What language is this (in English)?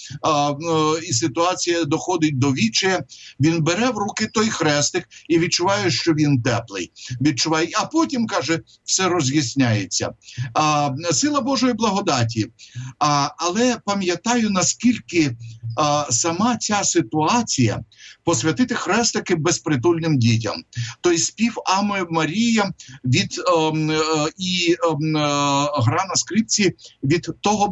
Ukrainian